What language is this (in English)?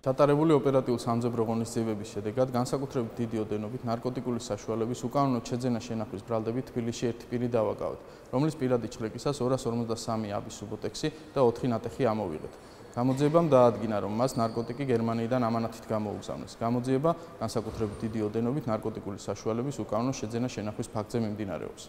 Georgian